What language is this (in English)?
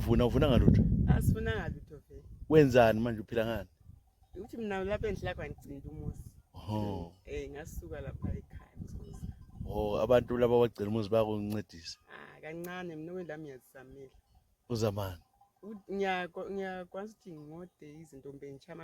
North Ndebele